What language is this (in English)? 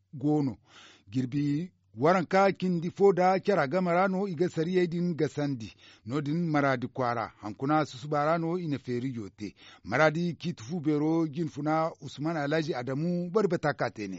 Zarma